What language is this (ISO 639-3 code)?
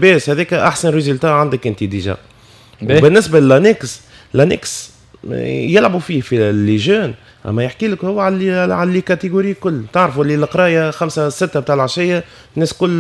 aeb